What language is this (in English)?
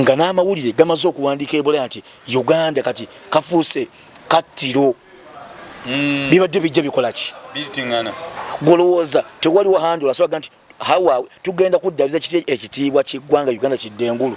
Ganda